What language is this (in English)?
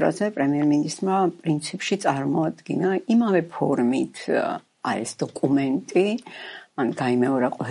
Georgian